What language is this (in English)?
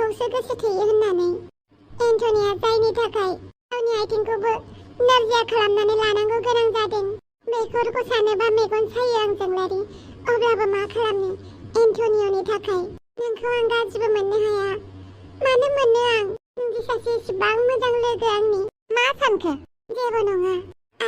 Bodo